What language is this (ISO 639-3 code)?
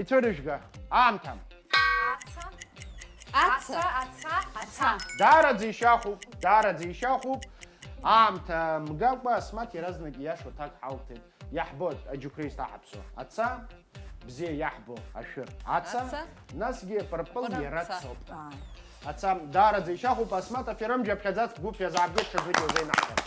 abk